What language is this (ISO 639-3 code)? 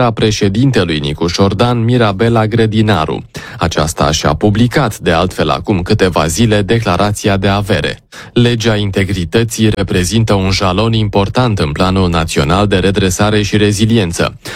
ron